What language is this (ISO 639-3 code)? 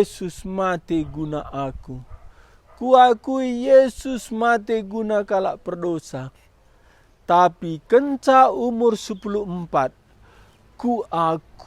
btx